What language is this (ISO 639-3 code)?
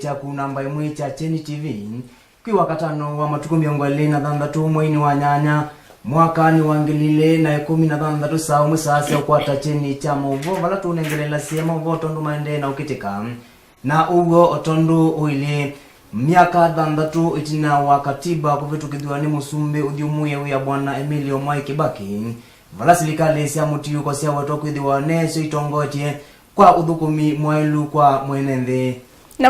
kam